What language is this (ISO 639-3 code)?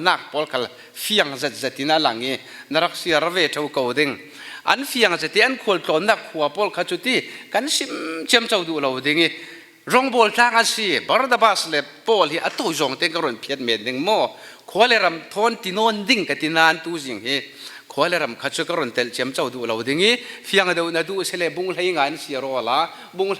cfm